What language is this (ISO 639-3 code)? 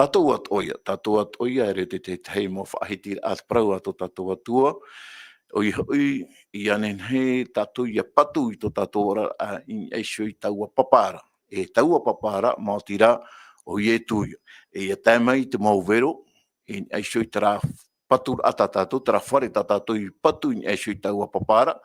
tah